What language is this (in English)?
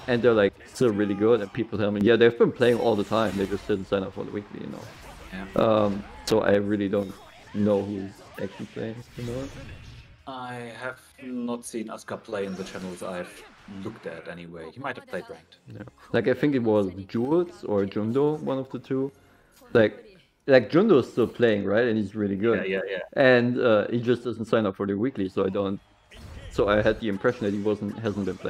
English